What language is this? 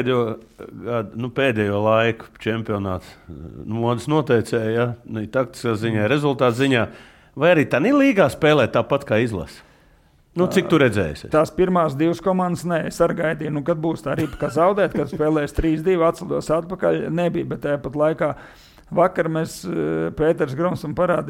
Latvian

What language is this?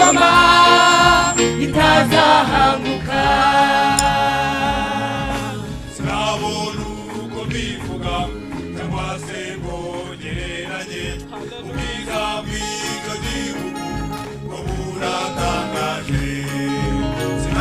Kinyarwanda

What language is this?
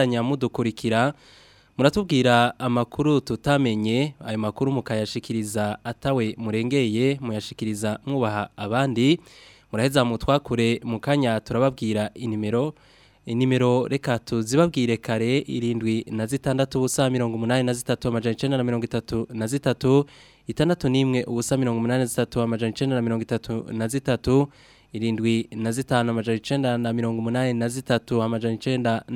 Rundi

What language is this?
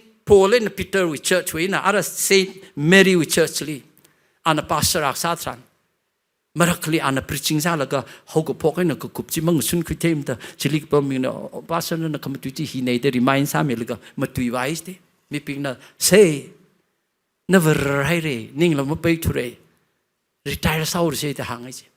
Tangkhul Naga (India)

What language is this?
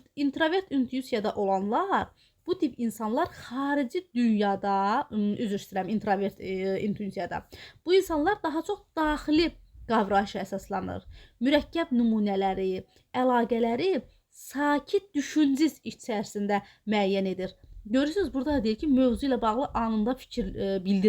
Azerbaijani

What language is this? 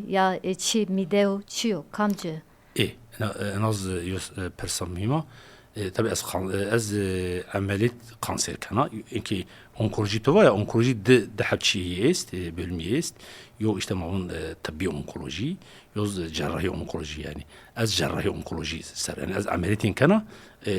Zaza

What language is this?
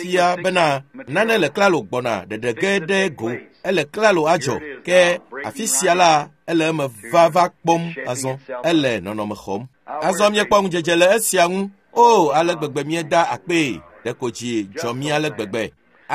Ewe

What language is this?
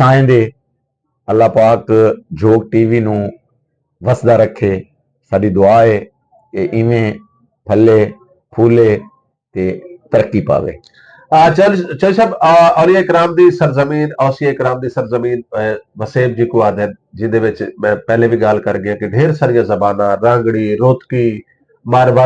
Saraiki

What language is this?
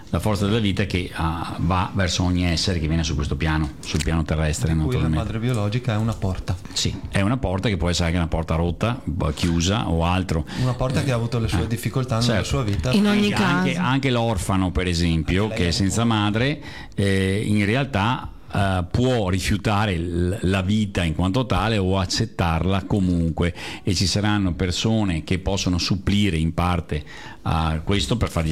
Italian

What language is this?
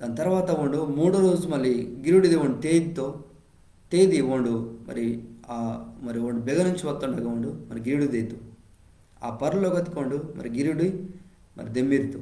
Koya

